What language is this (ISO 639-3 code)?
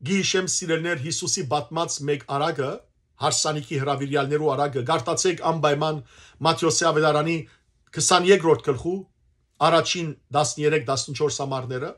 hyw